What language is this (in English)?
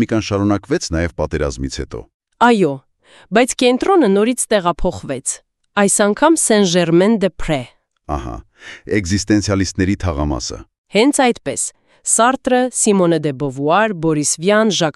Armenian